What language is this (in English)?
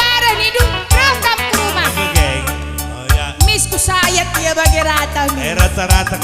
Batak Karo